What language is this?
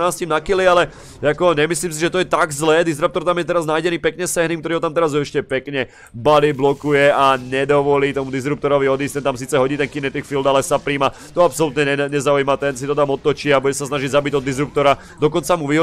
Slovak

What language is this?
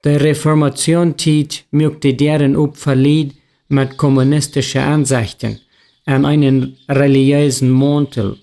Plautdietsch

